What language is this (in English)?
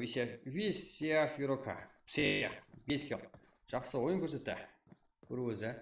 Kara-Kalpak